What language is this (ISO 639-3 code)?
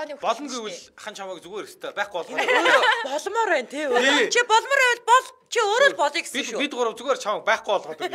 mon